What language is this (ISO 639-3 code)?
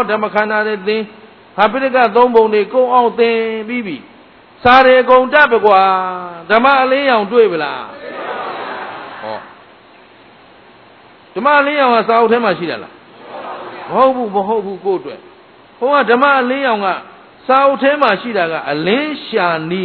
mya